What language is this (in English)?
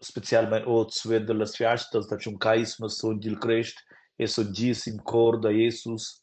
Romansh